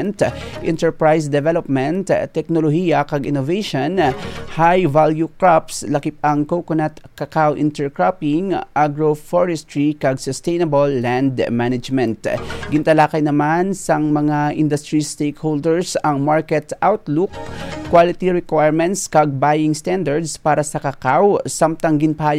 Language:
Hiligaynon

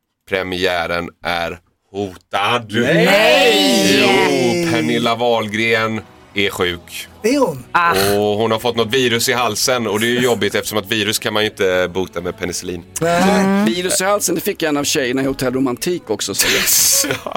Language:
Swedish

